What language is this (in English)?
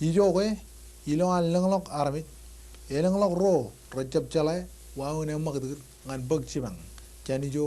Marshallese